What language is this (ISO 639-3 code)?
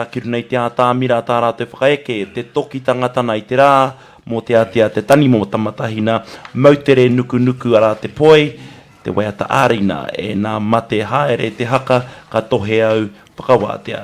mri